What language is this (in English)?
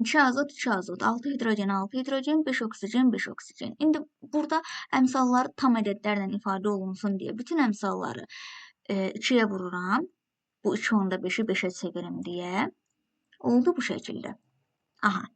Azerbaijani